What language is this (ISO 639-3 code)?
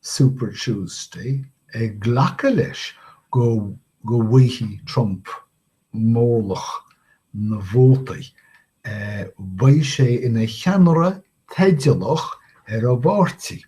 gle